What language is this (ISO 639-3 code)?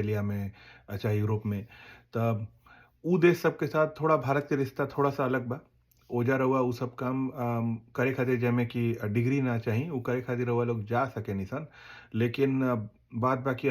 bho